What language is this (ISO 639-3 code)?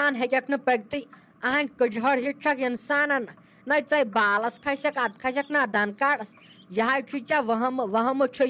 kas